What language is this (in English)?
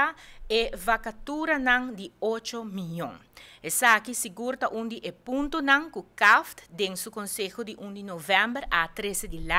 Papiamento